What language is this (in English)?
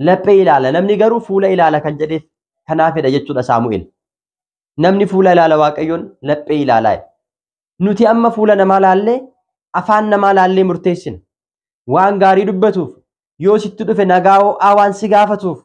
Oromo